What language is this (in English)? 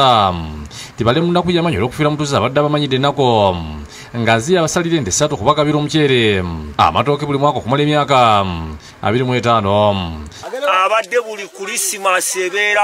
Ganda